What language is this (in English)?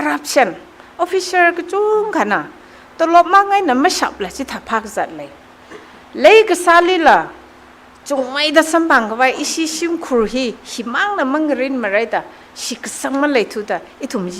Tangkhul Naga (India)